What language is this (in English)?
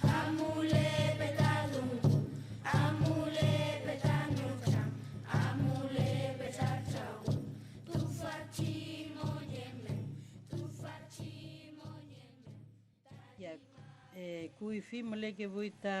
Mapuche